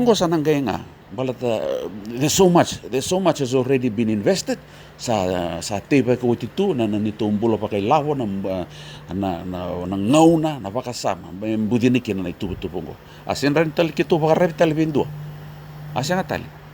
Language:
Fijian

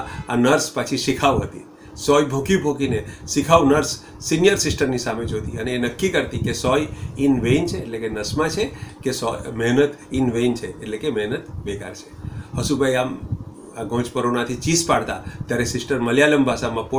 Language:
Gujarati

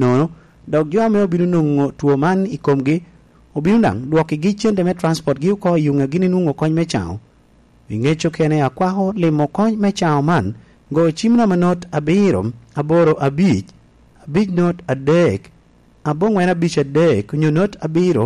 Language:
Lango (Uganda)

